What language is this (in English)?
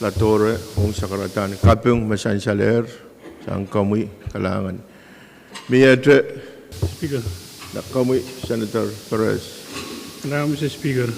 Pohnpeian